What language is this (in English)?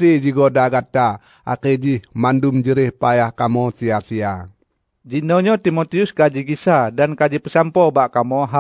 Achinese